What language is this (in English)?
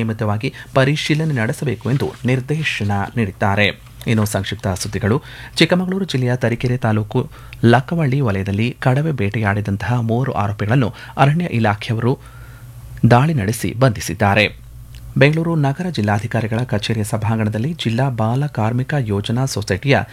Kannada